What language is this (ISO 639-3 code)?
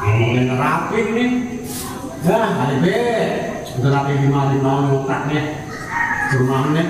bew